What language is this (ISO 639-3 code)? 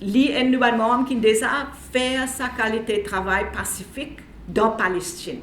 mfe